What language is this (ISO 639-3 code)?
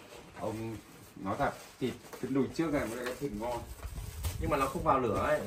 vie